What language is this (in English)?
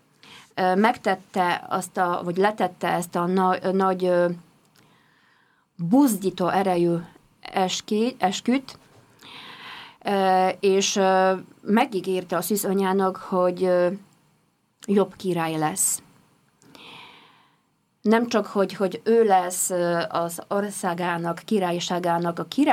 Hungarian